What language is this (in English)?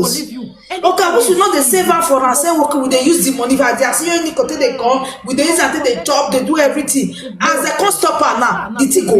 Nigerian Pidgin